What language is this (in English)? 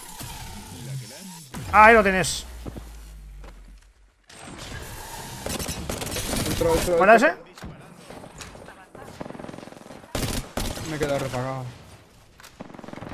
Spanish